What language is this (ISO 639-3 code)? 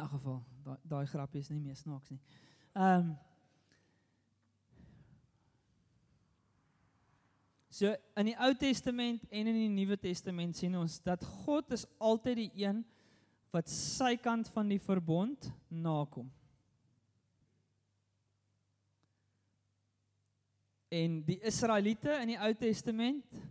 afr